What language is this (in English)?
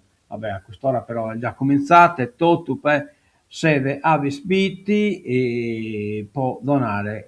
Sardinian